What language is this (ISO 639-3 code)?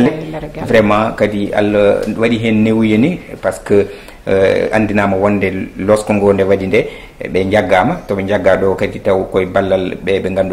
ful